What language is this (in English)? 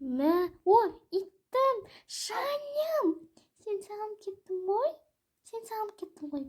Kazakh